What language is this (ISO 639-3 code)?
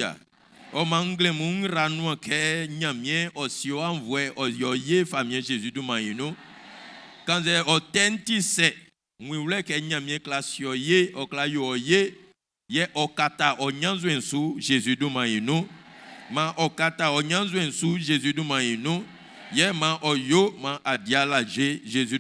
bci